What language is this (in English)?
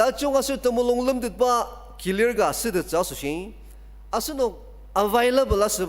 Ao Naga